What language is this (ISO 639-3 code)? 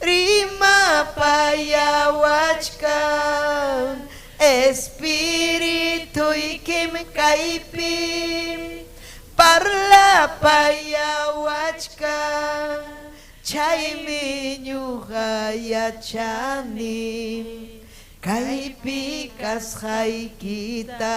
quy